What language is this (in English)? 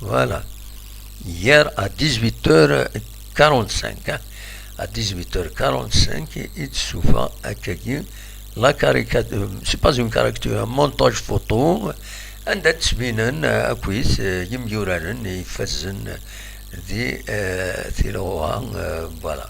Kabyle